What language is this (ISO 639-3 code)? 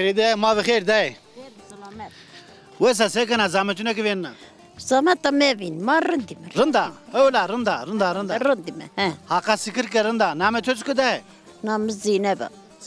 zza